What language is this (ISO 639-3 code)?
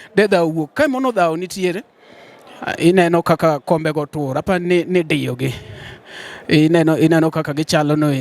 luo